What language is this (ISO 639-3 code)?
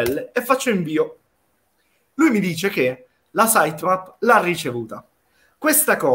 ita